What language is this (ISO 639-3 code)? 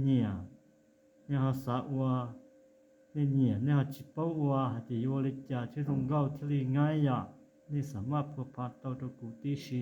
hmn